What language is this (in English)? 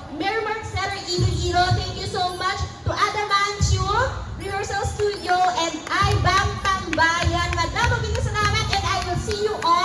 Hiligaynon